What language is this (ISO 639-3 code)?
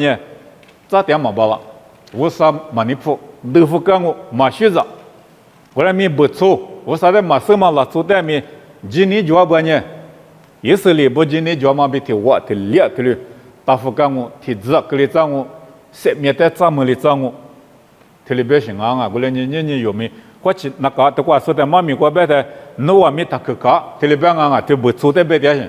lis